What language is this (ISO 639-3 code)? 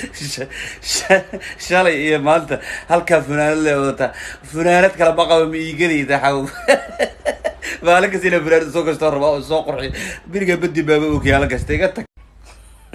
som